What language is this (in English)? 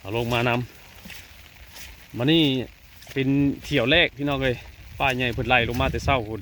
Northeastern Thai